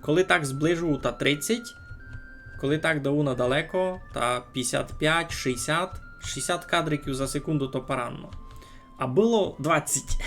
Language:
Rusyn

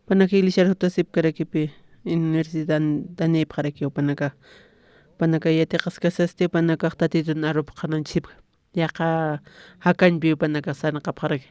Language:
Aymara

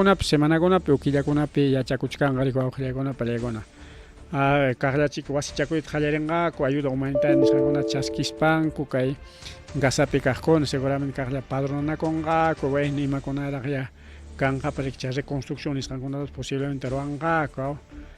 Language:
Ayacucho Quechua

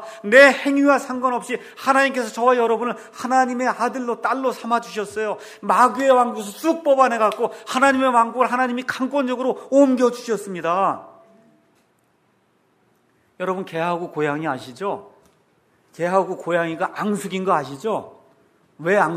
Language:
Korean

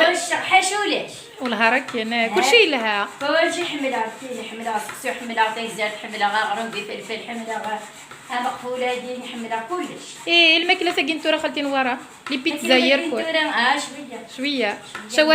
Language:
Kabyle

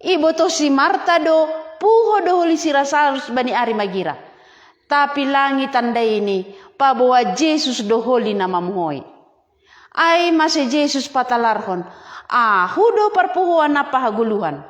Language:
Batak Simalungun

